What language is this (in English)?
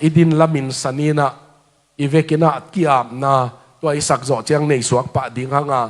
Tedim Chin